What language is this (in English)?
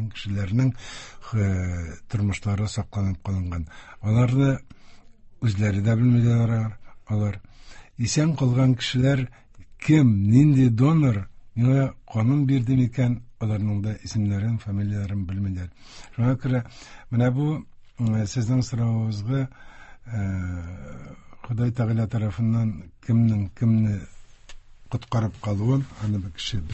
Tatar